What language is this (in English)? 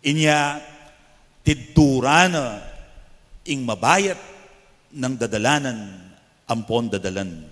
Pampanga